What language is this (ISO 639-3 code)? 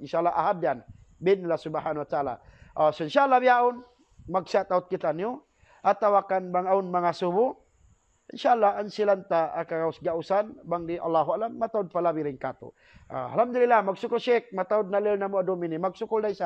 tsg